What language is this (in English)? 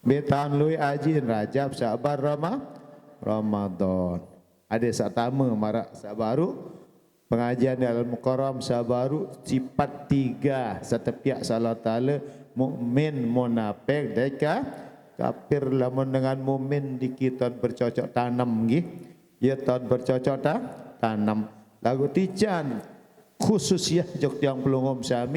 Sasak